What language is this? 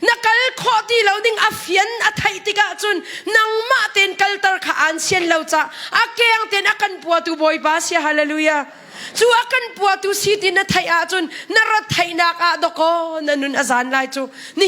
Hakha Chin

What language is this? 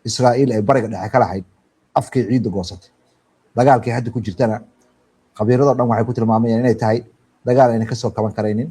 Somali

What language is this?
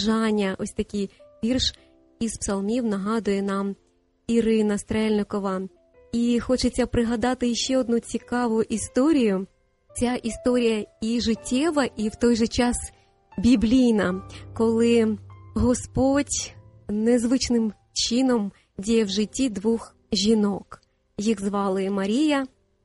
Ukrainian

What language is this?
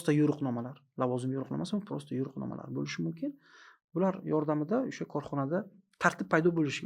Uzbek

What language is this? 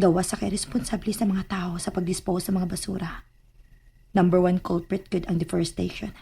Cebuano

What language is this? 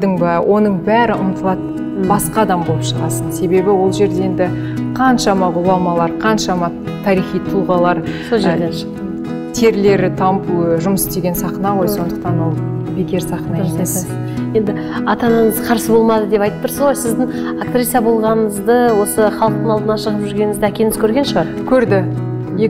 Kazakh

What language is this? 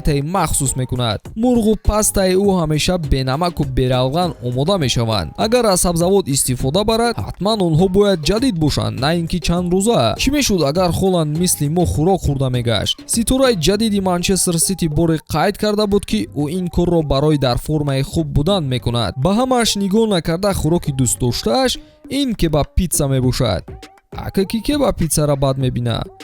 Tajik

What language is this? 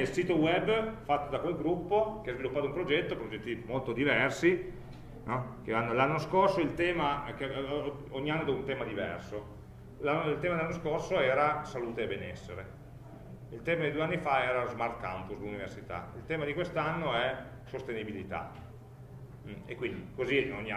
Italian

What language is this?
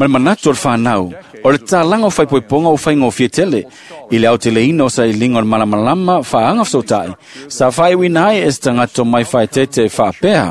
Samoan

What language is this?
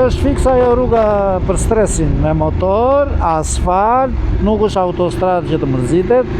Albanian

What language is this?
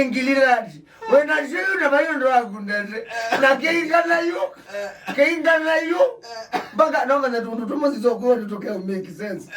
Kamba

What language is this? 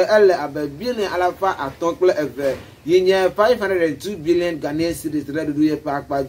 Ewe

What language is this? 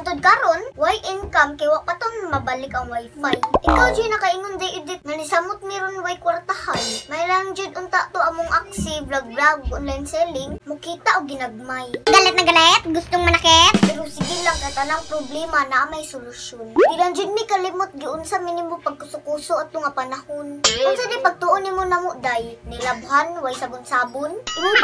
Cebuano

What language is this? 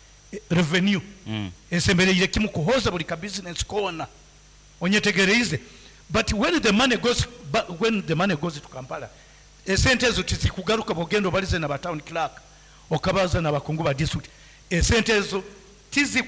Nyankole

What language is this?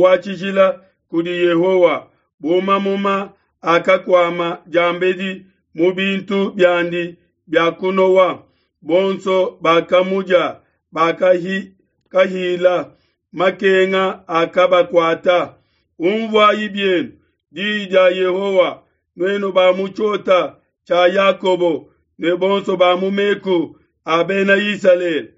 Luba-Lulua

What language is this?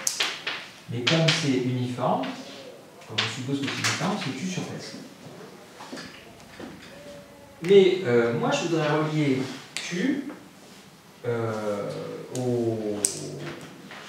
French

